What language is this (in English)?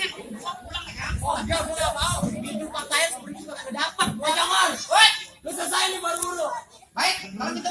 Betawi